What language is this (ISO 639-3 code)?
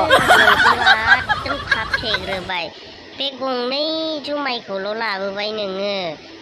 brx